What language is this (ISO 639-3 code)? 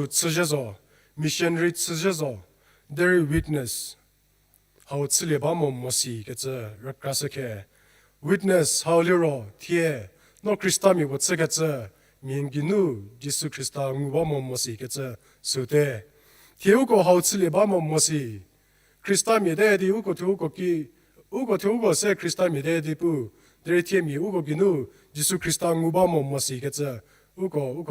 njm